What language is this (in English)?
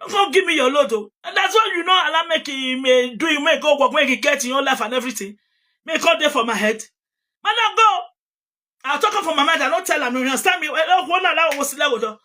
Nigerian Pidgin